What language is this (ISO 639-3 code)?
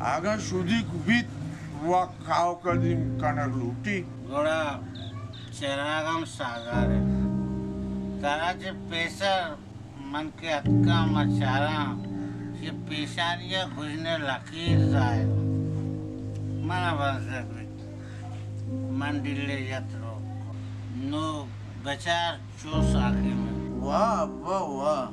bal